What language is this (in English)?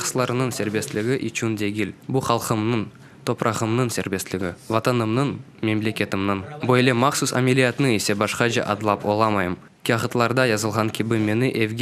Crimean Tatar